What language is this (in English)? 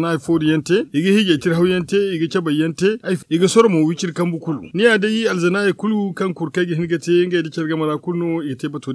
Zarma